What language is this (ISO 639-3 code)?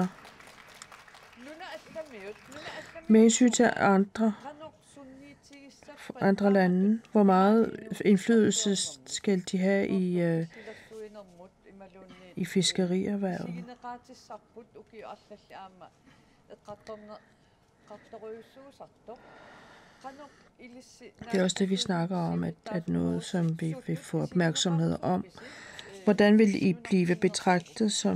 dan